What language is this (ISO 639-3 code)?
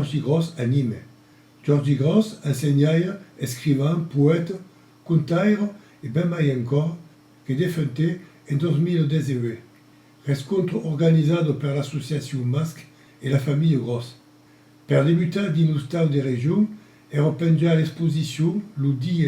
oci